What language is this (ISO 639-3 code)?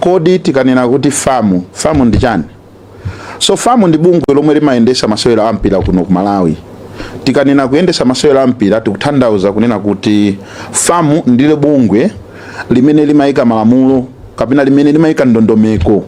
nya